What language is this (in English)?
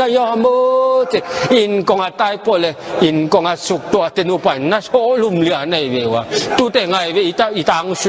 Tedim Chin